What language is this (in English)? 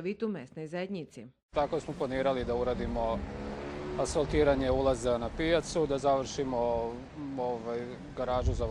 Rusyn